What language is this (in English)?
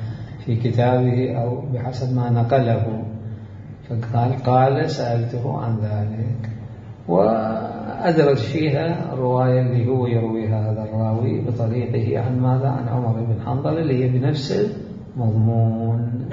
Mesopotamian Arabic